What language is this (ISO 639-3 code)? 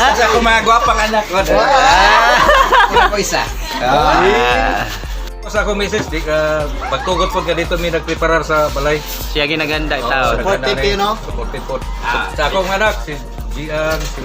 ceb